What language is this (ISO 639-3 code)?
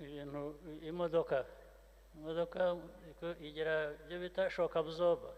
kin